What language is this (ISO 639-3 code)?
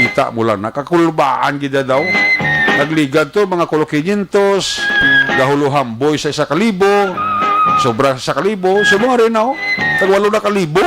hil